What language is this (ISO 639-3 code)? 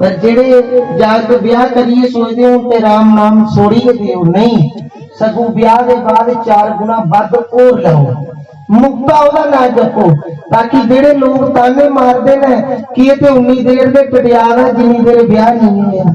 doi